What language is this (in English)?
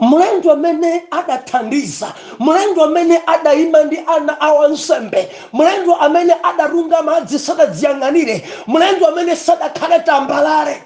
Nyanja